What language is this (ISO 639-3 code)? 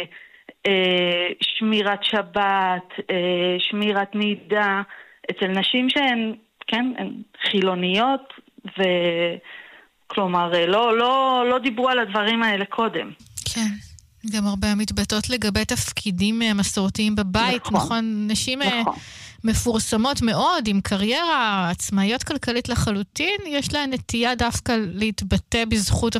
heb